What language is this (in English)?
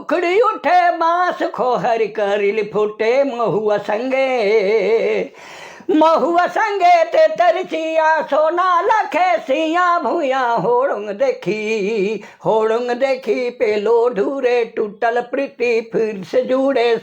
Sadri